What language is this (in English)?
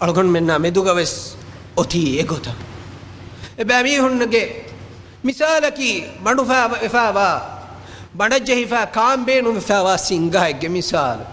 Divehi